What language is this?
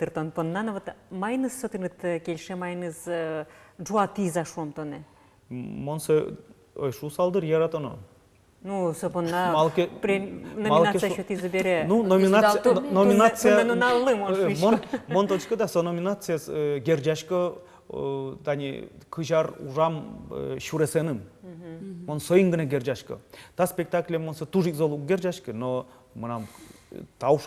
Udmurt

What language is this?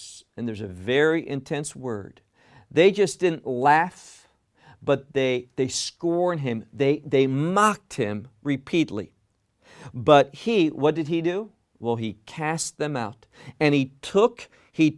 English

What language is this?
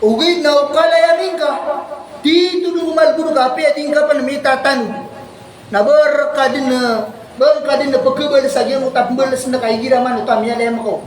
Maranao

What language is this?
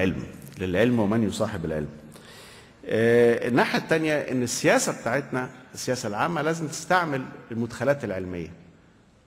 Egyptian Arabic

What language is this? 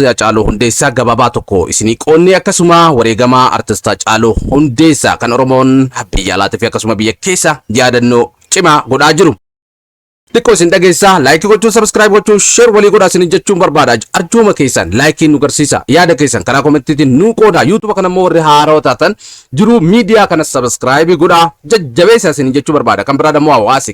Oromo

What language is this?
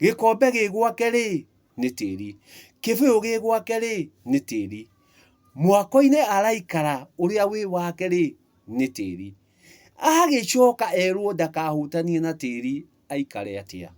Kikuyu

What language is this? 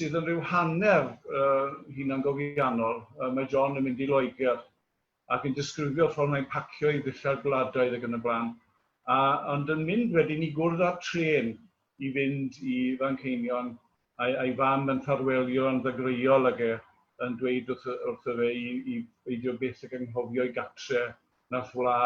Welsh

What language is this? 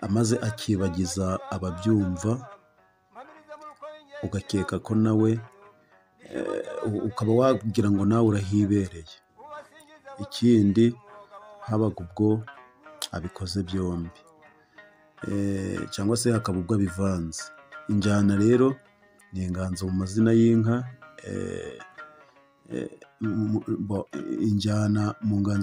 Kinyarwanda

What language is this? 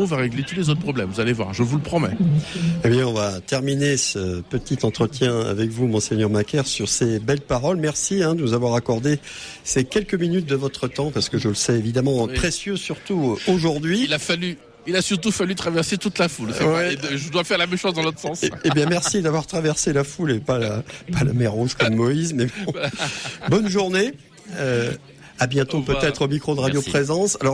French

